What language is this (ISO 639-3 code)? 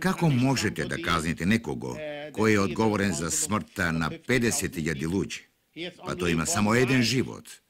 mkd